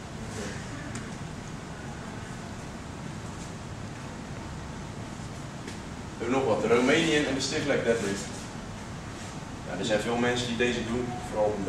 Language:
Dutch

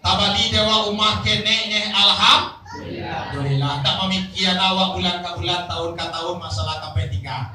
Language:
Minangkabau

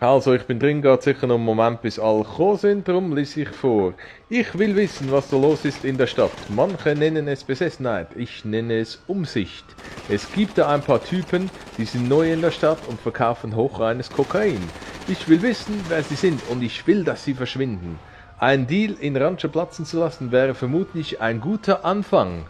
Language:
Swiss German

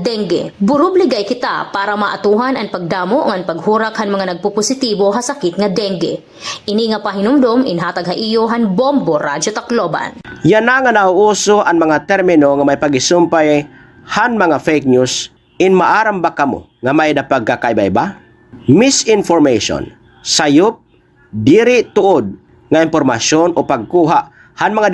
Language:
Waray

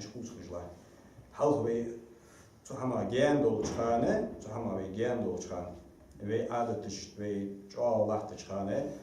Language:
Ingush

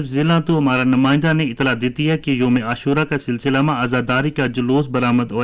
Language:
Gujari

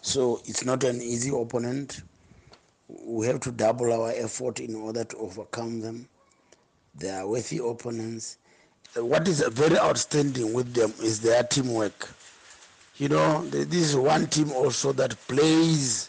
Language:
Tswana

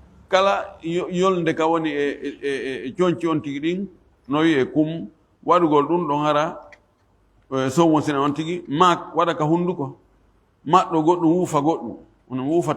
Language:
Fula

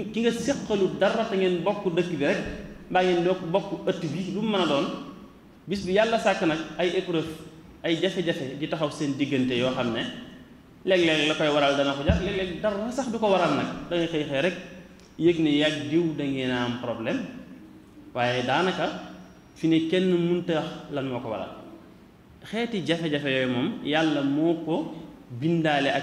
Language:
Wolof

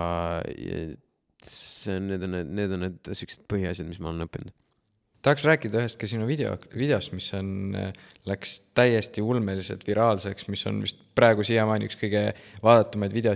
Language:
Estonian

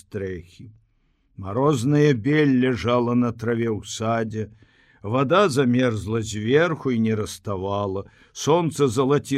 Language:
Belarusian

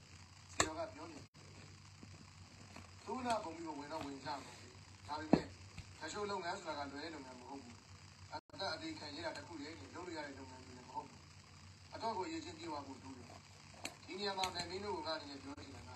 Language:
Burmese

